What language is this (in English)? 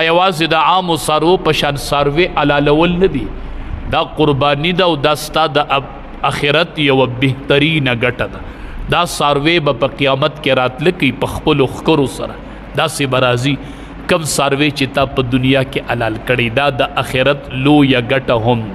Pashto